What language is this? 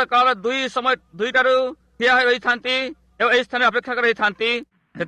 Odia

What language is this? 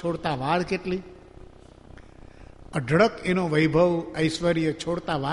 Gujarati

